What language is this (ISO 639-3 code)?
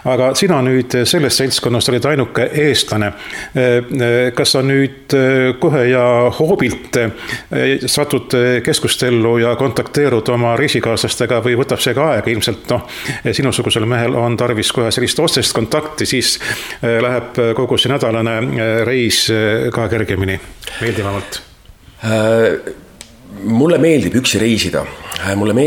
est